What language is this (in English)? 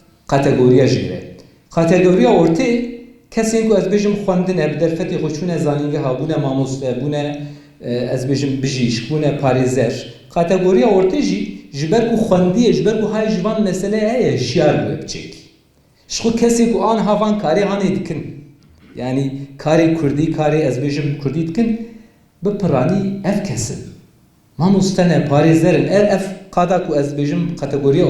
Kurdish